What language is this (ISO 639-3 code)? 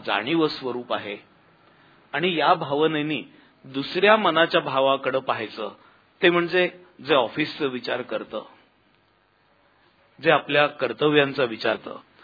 mar